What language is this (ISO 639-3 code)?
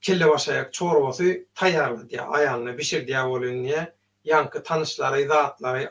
tuk